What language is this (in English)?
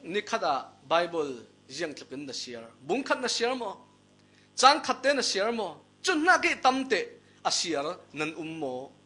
Falam Chin